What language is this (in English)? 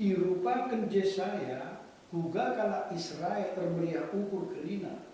Batak Karo